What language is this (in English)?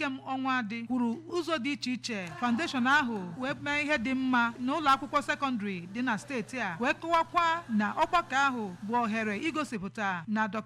Igbo